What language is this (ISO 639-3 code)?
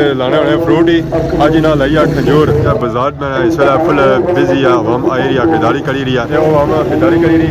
phr